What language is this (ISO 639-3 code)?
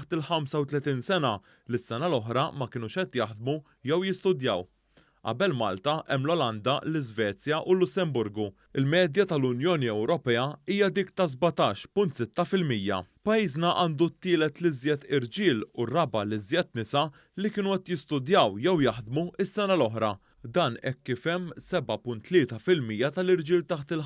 mlt